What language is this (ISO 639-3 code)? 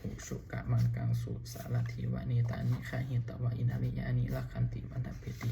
pli